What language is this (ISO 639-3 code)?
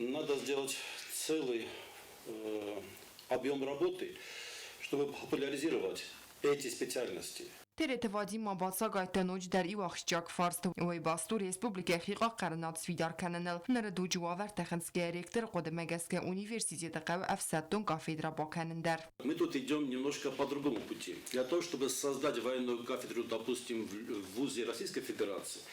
oss